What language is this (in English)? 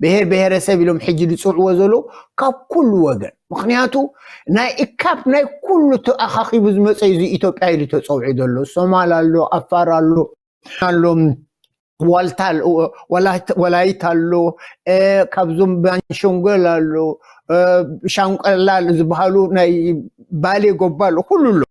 Tigrinya